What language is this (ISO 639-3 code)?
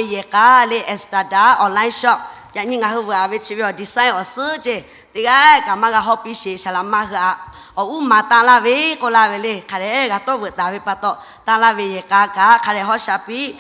lhu